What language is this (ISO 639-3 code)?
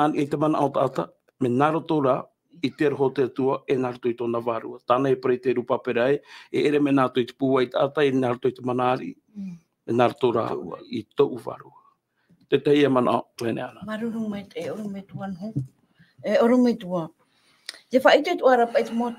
tah